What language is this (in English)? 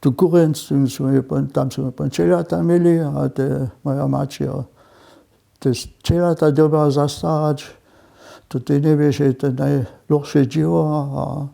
Upper Sorbian